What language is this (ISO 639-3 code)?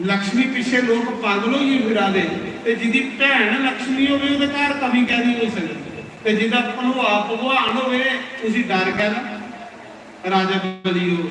doi